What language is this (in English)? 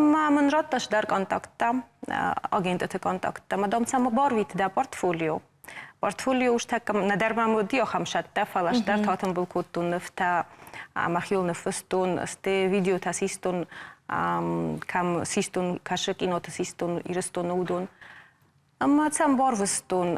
Ossetic